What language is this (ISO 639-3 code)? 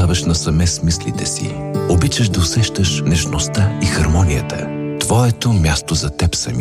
bul